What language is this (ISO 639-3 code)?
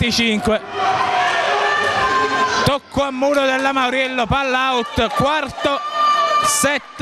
ita